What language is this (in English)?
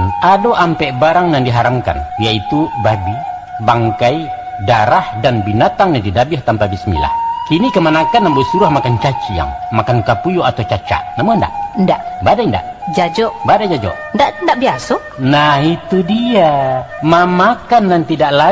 Minangkabau